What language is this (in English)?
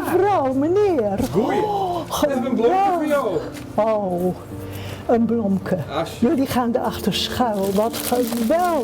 Western Frisian